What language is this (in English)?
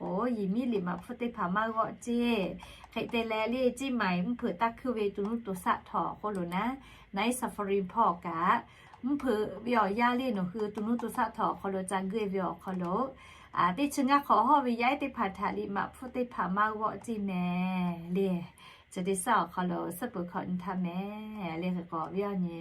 Lahu